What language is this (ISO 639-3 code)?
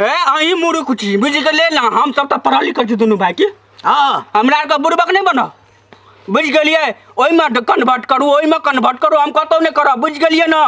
mai